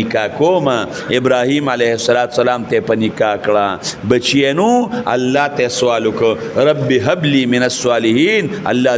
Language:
Pashto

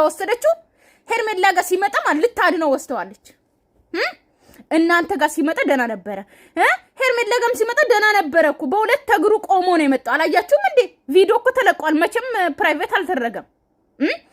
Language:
Amharic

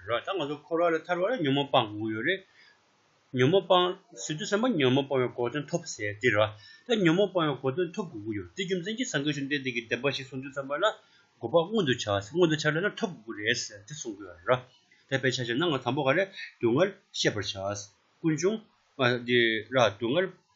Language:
Tibetan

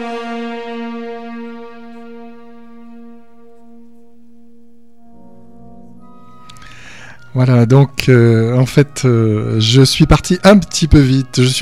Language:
French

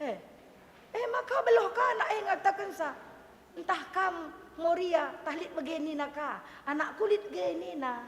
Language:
Batak Karo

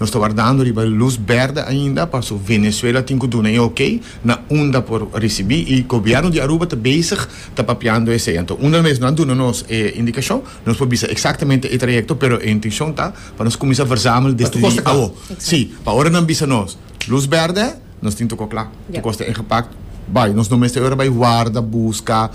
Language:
Papiamento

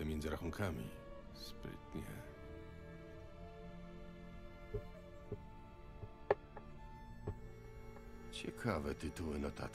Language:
Polish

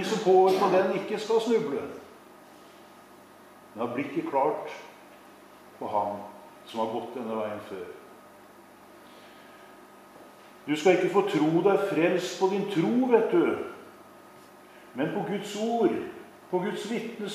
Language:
Norwegian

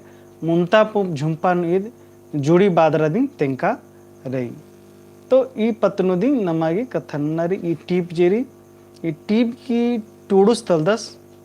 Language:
Kurukh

